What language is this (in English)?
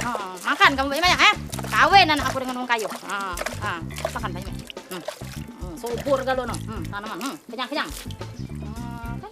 Musi